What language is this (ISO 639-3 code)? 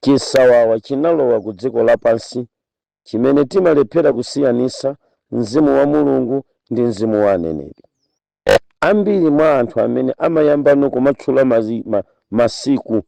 nya